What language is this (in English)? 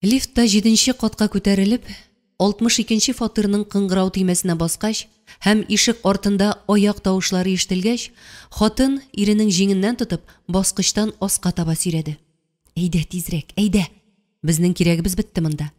Tatar